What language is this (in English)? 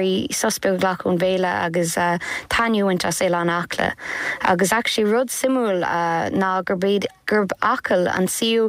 Irish